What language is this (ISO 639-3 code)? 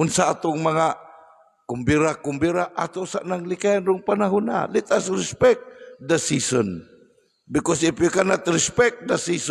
ceb